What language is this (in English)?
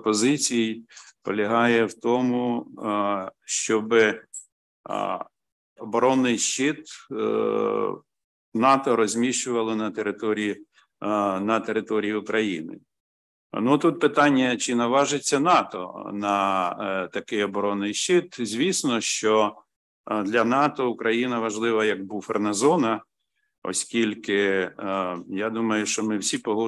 Ukrainian